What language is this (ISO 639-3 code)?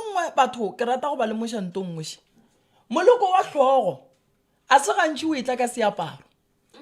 nso